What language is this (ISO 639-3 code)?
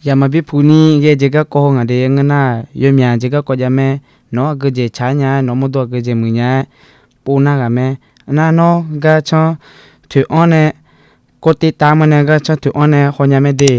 ahk